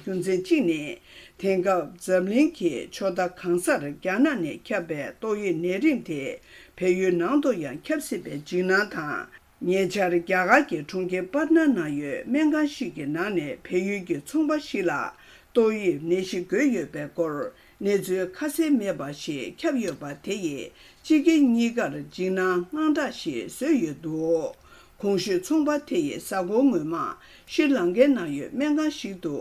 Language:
Tibetan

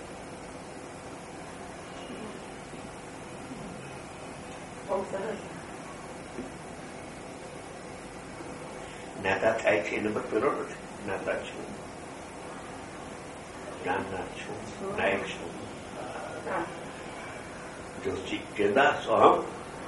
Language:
Gujarati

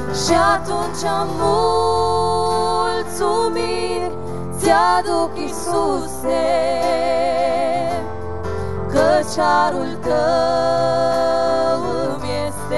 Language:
Romanian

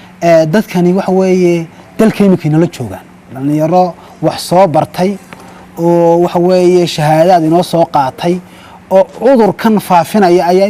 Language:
Somali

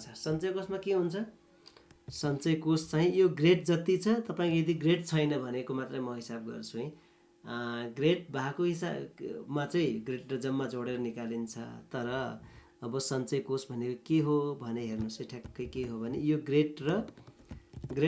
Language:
Nepali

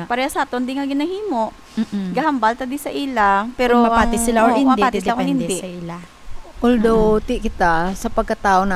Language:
Hiligaynon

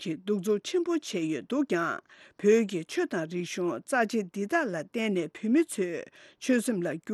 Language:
Tibetan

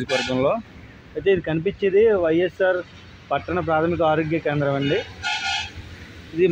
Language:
Telugu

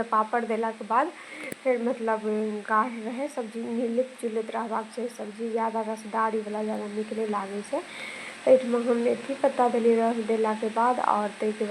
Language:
Maithili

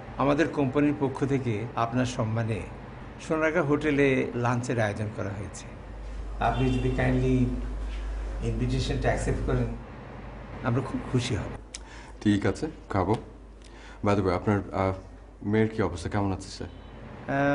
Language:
Bangla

